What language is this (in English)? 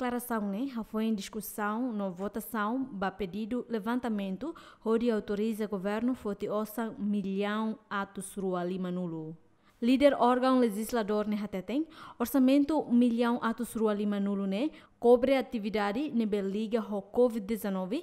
Tetum